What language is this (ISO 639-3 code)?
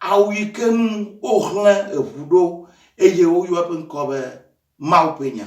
ewe